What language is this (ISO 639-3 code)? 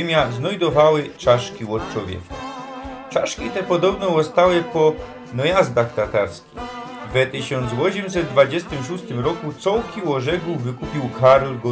szl